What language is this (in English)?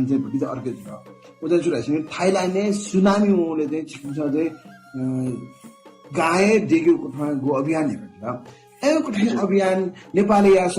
Newari